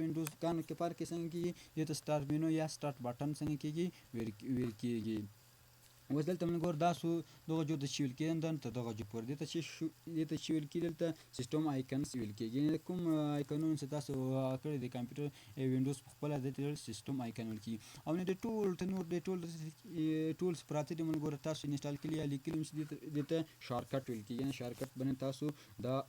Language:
Pashto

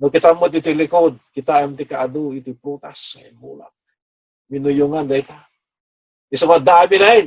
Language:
Iloko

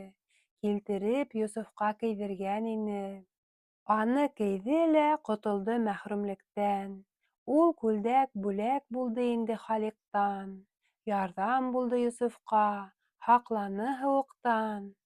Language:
Bashkir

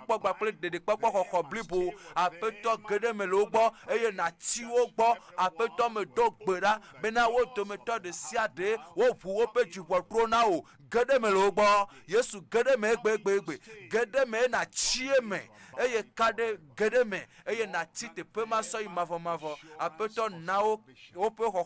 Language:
Ewe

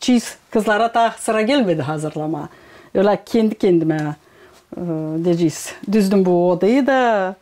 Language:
Gagauz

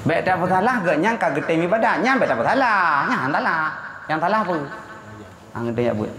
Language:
Achinese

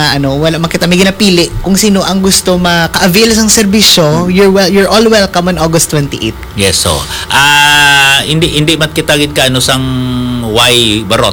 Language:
Hiligaynon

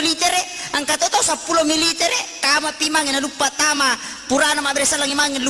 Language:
Buginese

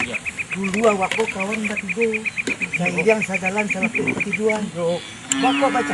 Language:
Minangkabau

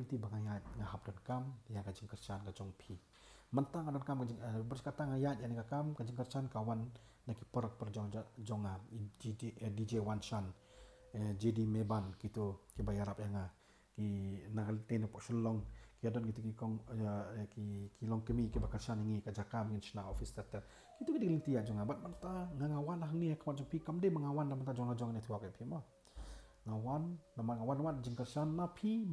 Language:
Khasi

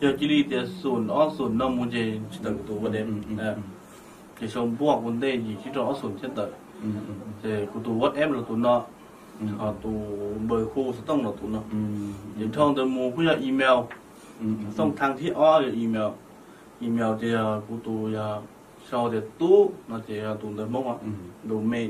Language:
Hmong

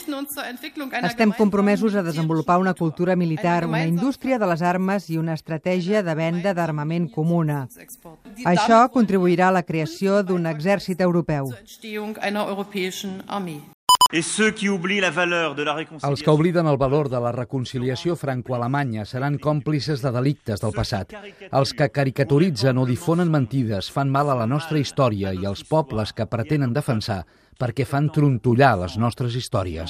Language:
Catalan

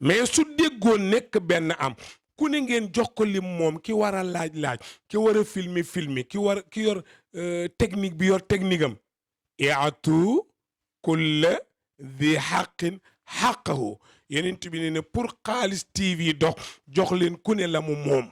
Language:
Wolof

